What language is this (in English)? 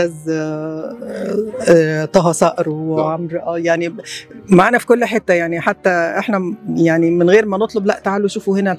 Egyptian Arabic